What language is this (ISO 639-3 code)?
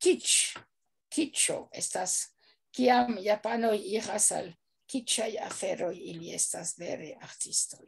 epo